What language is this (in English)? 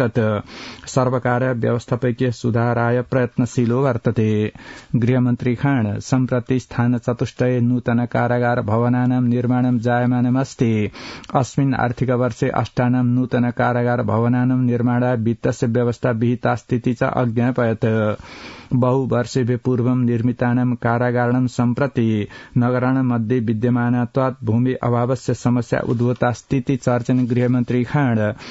Sanskrit